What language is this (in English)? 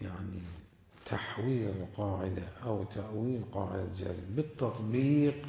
Mesopotamian Arabic